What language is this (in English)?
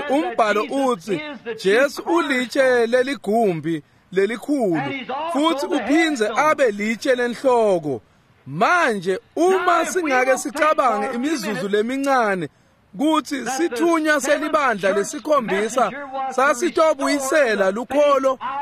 Swati